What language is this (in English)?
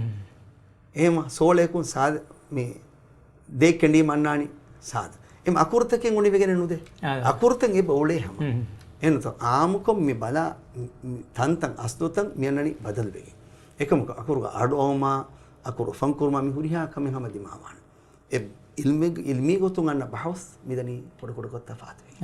Divehi